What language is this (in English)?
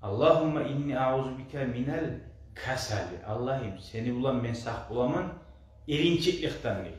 Kumyk